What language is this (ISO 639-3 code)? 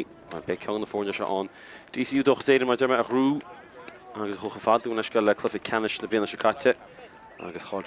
gle